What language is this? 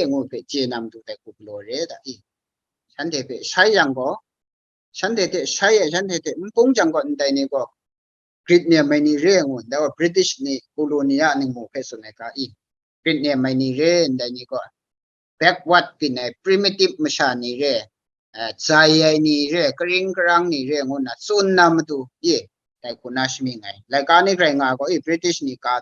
Kachin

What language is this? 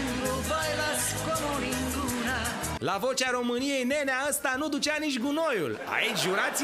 Romanian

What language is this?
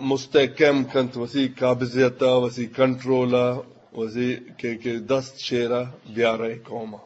Eastern Balochi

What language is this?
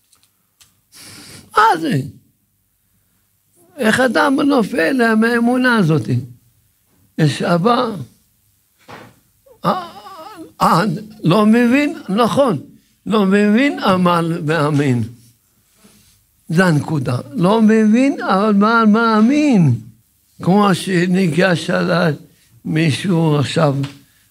Hebrew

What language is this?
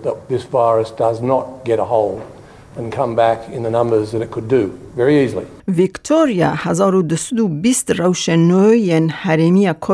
Kurdish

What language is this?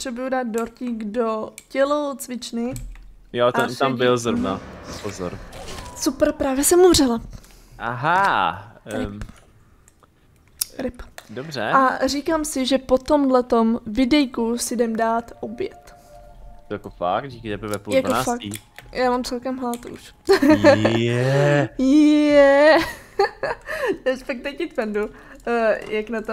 Czech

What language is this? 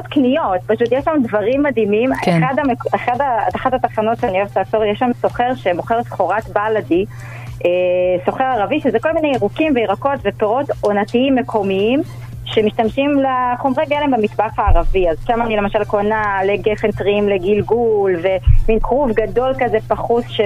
Hebrew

